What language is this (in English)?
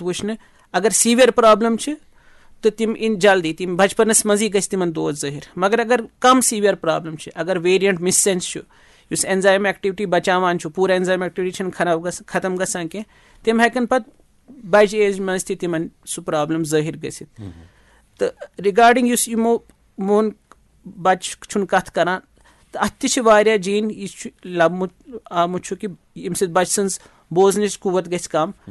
Kashmiri